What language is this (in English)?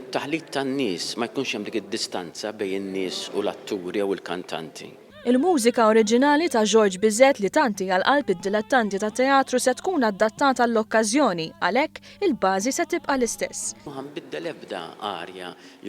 Maltese